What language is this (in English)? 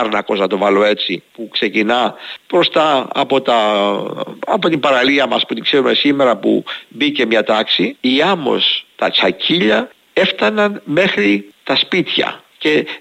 Greek